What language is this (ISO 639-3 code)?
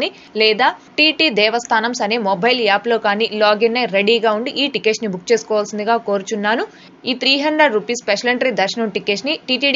tel